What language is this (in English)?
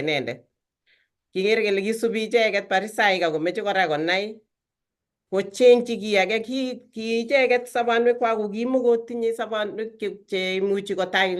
Kalenjin